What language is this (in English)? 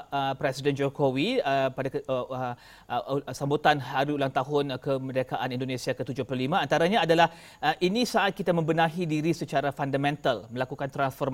Indonesian